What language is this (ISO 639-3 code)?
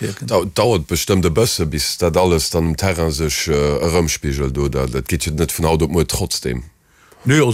ltz